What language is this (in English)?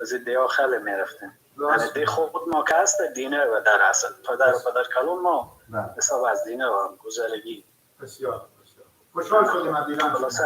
Persian